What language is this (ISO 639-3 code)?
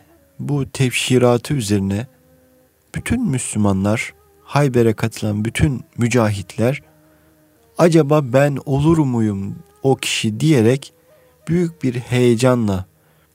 tur